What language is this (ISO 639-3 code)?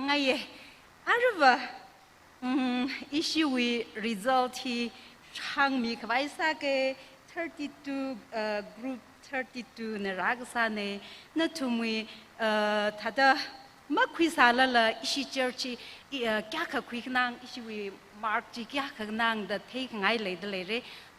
nmf